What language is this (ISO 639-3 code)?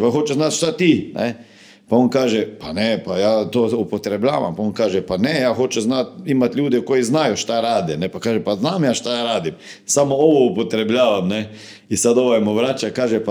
hrv